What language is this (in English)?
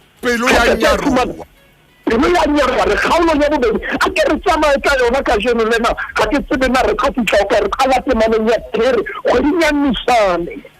Southern Sotho